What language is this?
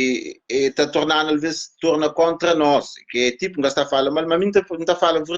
Kabuverdianu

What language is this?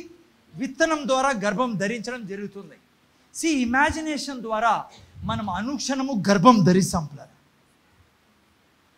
Telugu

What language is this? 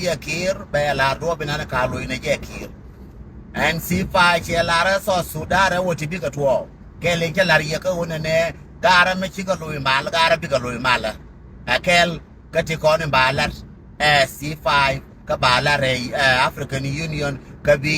Nuer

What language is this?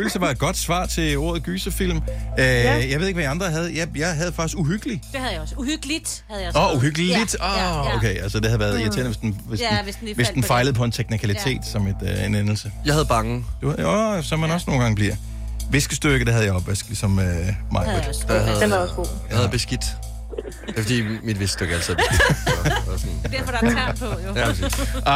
Danish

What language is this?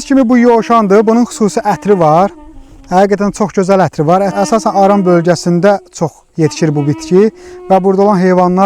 Azerbaijani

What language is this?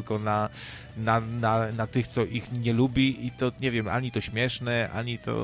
Polish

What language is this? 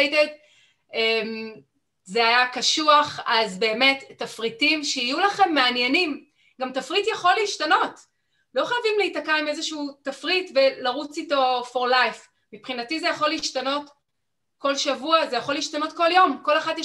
Hebrew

